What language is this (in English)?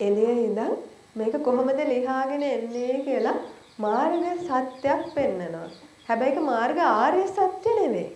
Sinhala